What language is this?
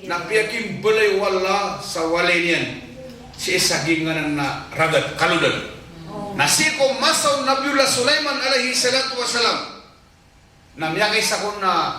Maranao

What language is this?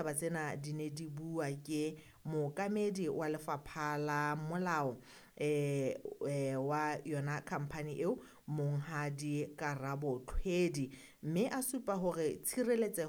Southern Sotho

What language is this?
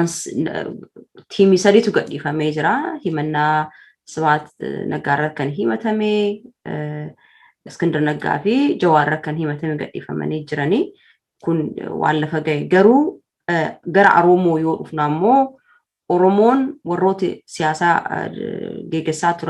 Oromo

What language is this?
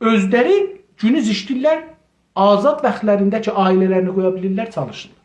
South Azerbaijani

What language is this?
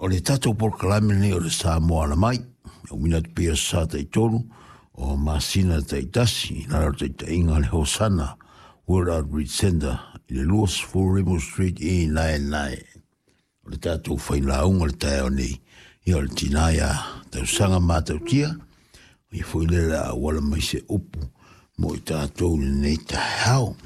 Samoan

